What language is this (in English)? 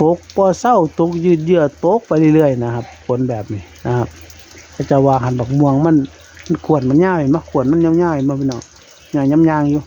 Northeastern Thai